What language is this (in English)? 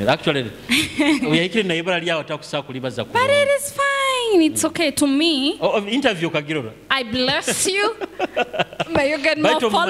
Nyoro